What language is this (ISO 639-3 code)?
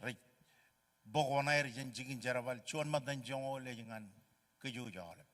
mah